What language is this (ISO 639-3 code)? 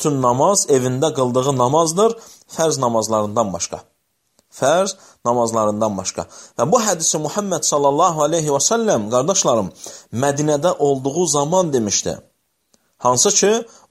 aze